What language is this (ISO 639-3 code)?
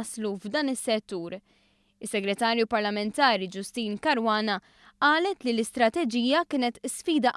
mlt